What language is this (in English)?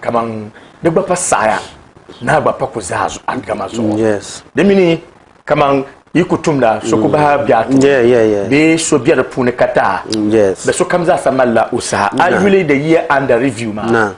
Dagbani